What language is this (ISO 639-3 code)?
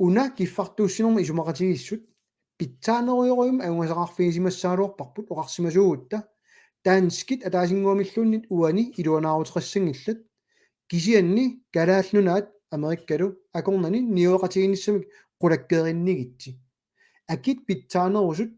kal